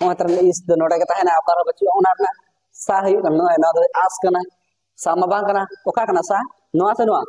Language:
Santali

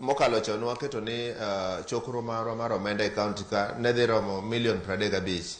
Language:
Luo (Kenya and Tanzania)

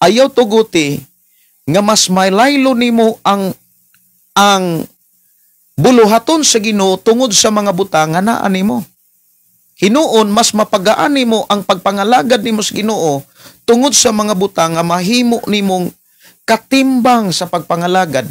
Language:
Cebuano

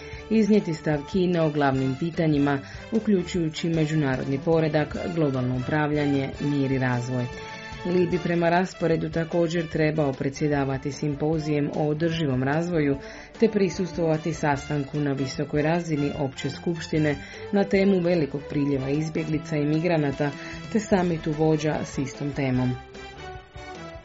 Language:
Croatian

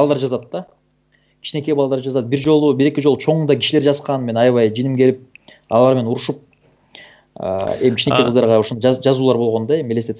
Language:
Kyrgyz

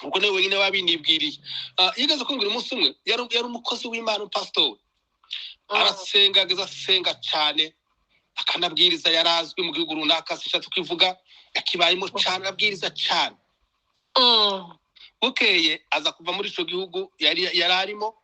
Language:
Kinyarwanda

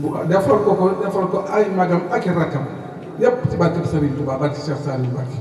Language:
Wolof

